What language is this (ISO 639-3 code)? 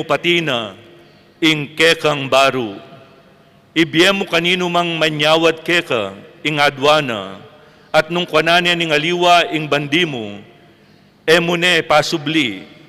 pam